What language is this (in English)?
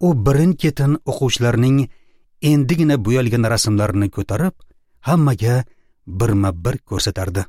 Uzbek